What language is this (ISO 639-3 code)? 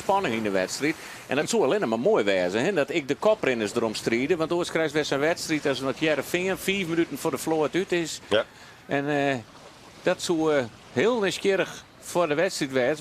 fry